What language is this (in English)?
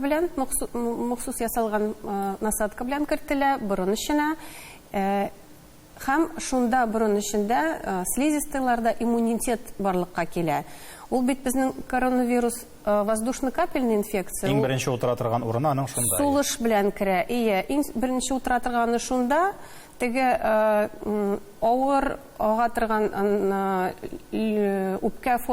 Tatar